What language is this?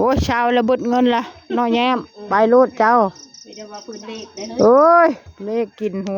Northeastern Thai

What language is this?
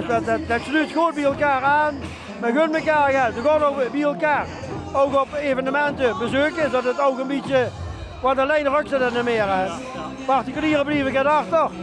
Limburgish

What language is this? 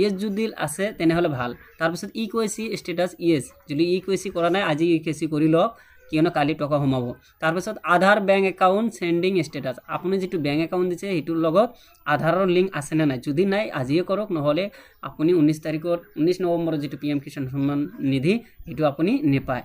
Assamese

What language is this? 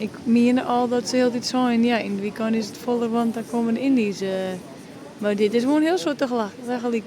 Western Frisian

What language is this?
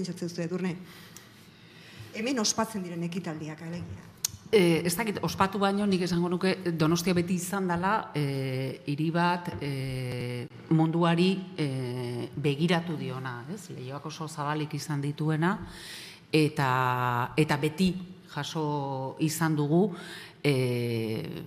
Basque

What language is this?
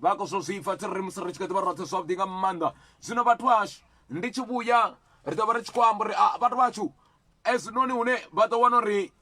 Venda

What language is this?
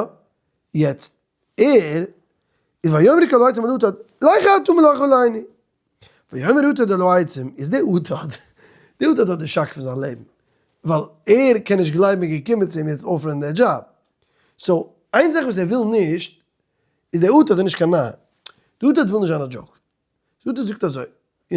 Yiddish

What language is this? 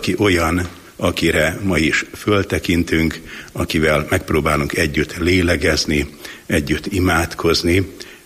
Hungarian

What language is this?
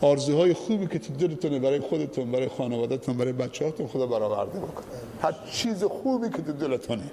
Persian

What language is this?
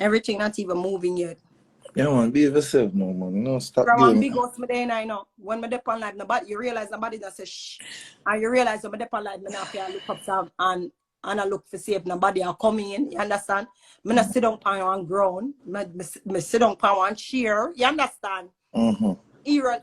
Jamaican Creole English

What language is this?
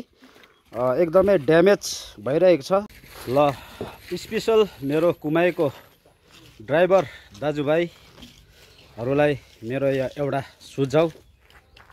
Nepali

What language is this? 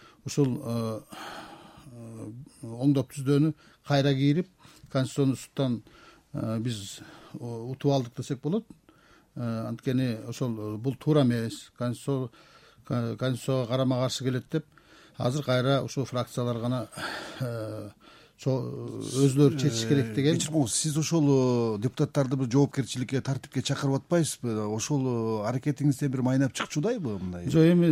Kyrgyz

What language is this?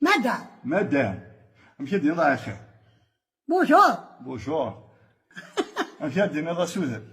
Kabyle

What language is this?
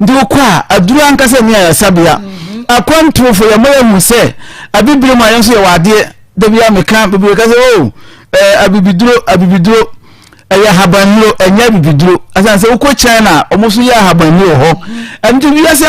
Akan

